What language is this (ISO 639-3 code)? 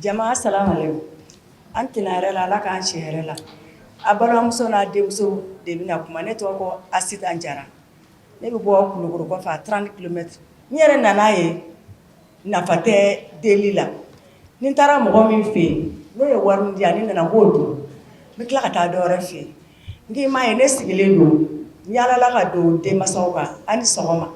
bam